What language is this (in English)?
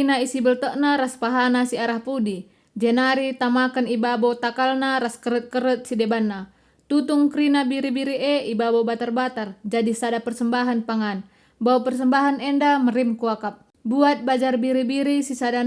Batak Karo